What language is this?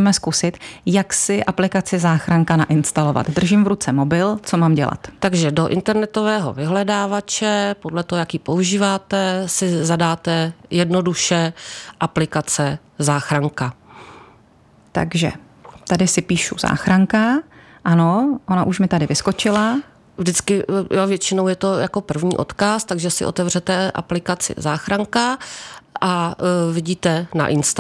Czech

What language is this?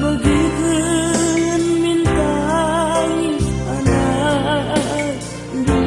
Batak Karo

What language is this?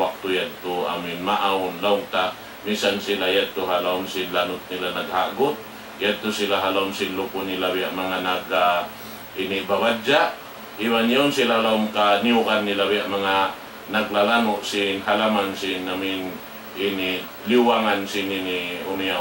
Tausug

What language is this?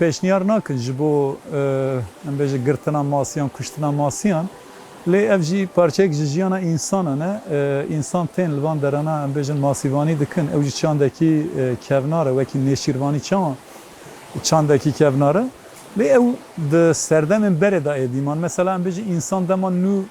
Kurdish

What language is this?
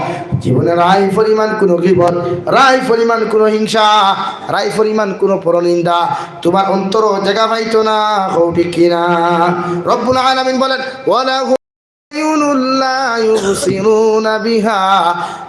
Sylheti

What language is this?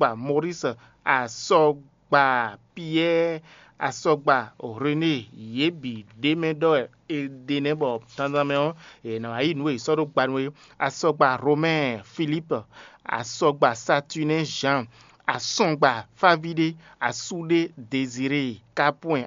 Fon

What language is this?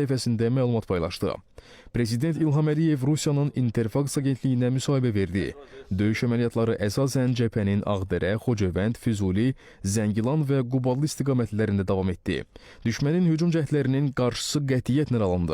Azerbaijani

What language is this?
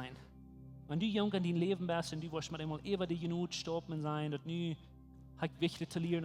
Plautdietsch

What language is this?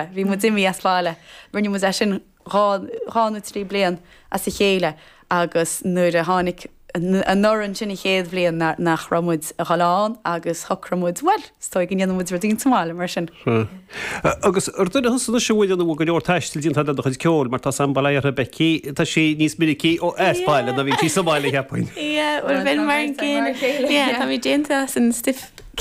Irish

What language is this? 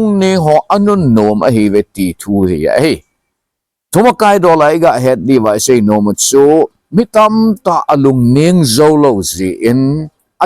Thado Chin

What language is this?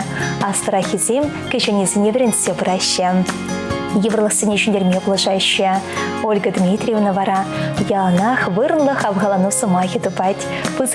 Chuvash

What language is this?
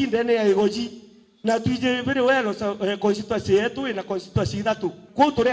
Meru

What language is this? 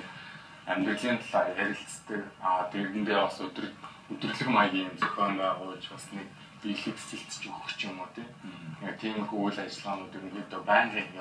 Mongolian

